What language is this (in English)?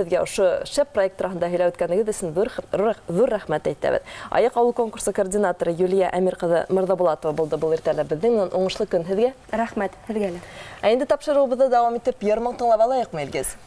Bashkir